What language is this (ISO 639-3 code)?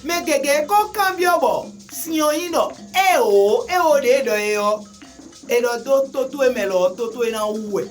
fon